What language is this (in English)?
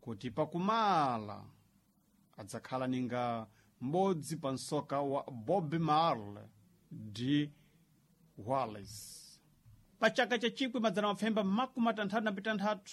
Sena